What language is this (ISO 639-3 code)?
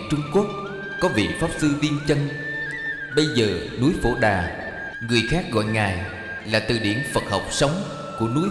vie